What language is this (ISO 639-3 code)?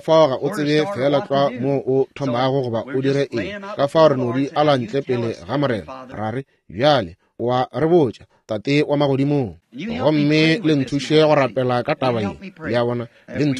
nso